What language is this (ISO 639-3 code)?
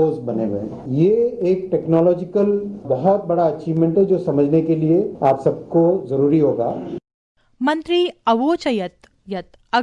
san